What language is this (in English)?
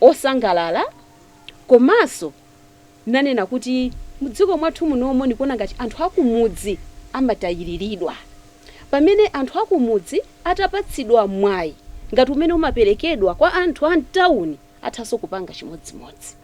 Nyanja